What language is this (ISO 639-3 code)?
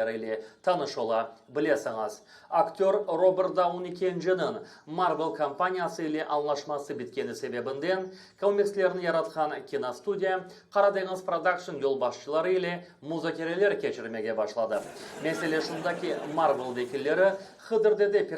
crh